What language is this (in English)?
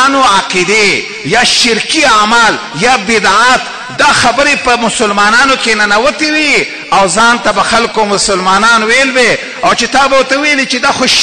Pashto